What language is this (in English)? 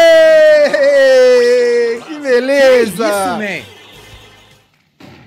Portuguese